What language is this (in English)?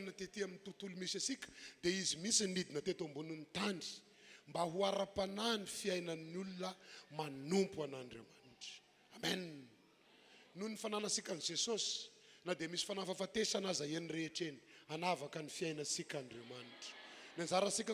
Malagasy